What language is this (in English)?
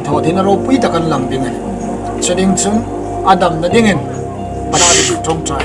Hmar